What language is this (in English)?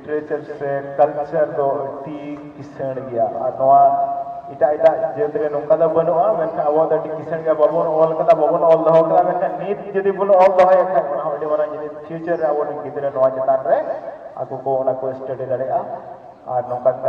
Santali